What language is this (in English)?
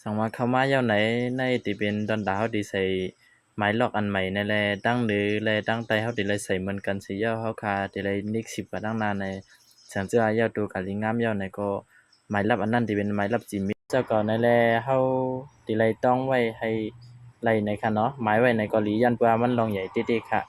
Shan